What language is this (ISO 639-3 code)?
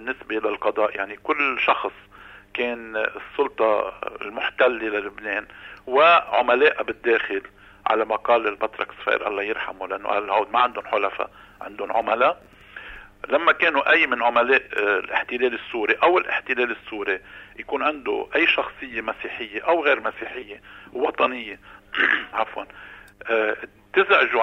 apc